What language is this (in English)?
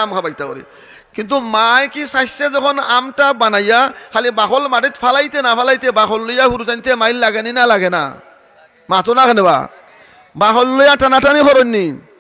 Sylheti